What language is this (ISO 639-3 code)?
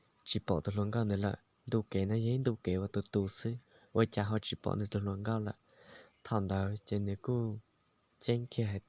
hmn